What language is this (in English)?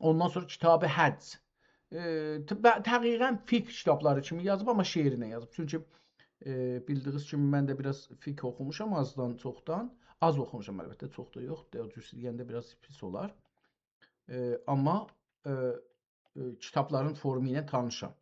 South Azerbaijani